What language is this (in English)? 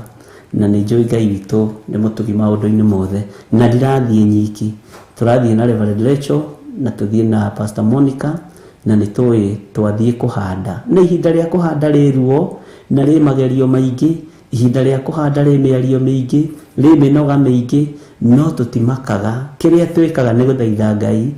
Kikuyu